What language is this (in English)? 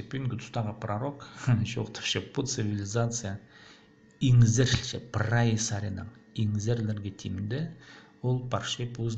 Khakas